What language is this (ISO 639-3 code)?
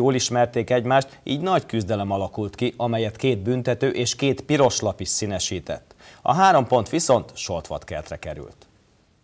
hun